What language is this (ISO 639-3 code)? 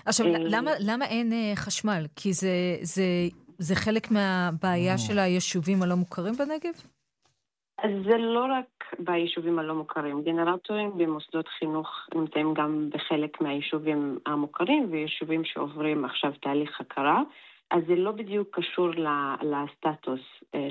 heb